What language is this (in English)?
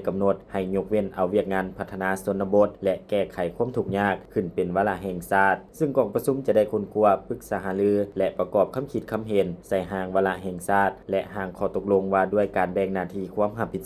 Lao